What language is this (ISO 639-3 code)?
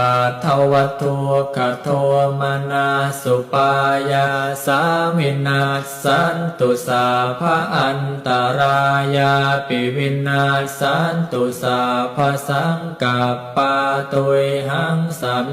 pli